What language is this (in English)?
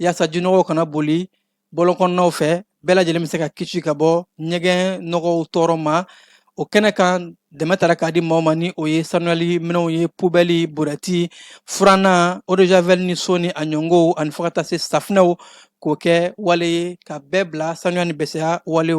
Bambara